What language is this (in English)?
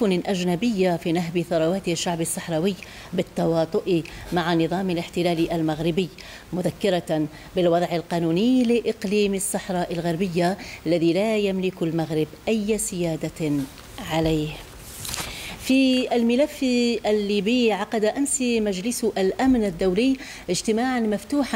Arabic